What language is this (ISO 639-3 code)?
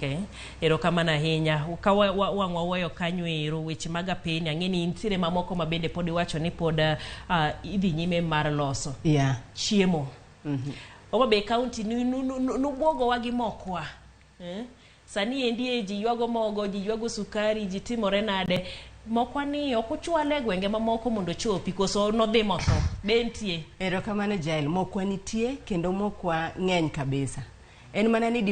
luo